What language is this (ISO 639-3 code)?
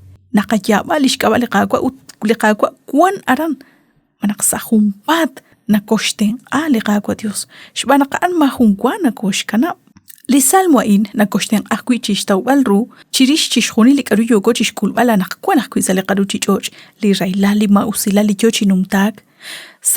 kek